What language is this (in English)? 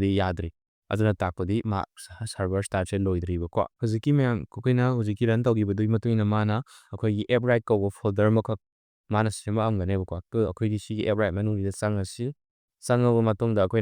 Manipuri